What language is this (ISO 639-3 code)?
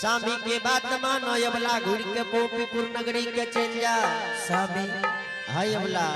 anp